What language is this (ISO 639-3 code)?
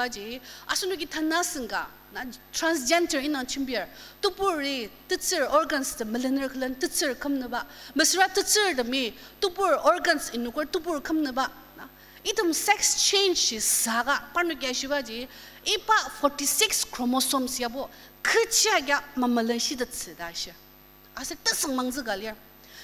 njo